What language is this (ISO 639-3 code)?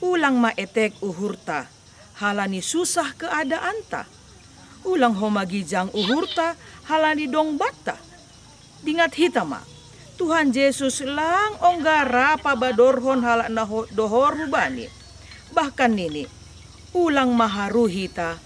bts